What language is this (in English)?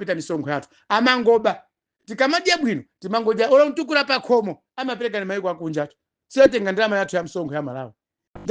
Nyanja